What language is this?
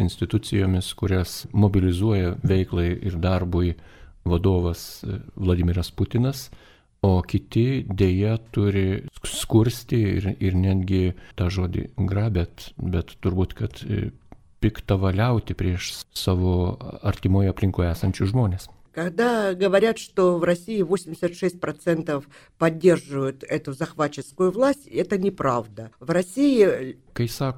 Lithuanian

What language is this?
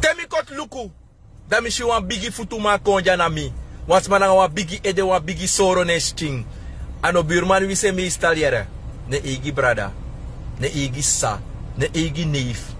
Sranan Tongo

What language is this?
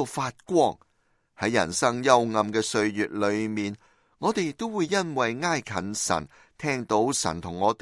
Cantonese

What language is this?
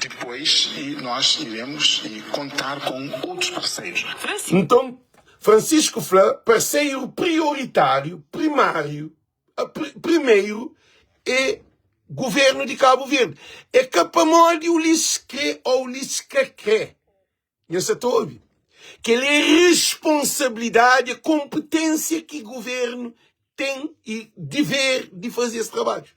Kabuverdianu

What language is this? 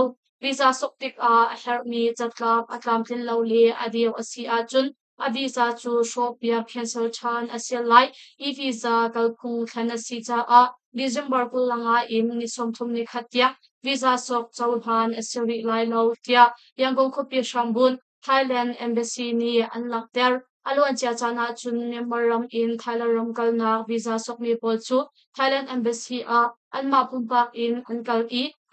Hakha Chin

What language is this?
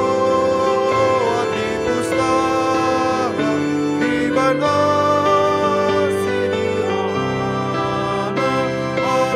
Batak Toba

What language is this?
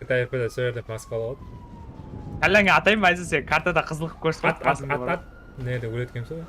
Kara-Kalpak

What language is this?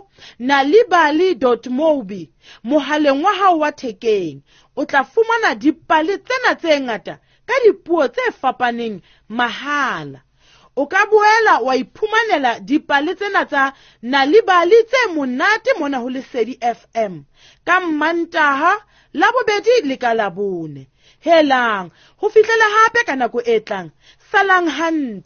Southern Sotho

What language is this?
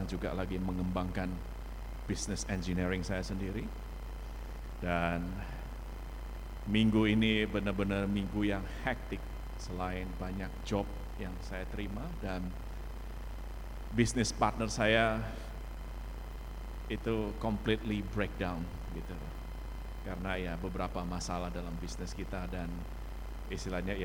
Indonesian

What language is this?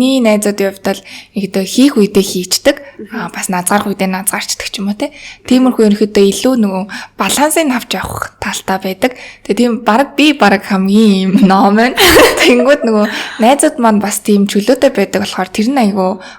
Mongolian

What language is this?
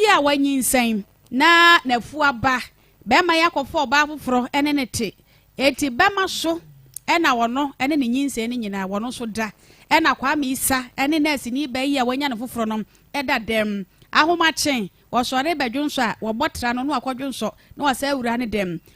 Akan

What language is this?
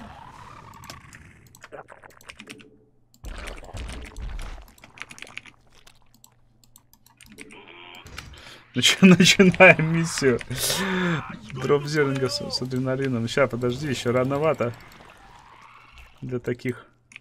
Russian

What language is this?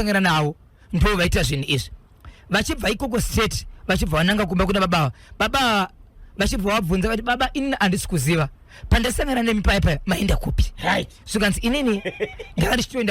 Shona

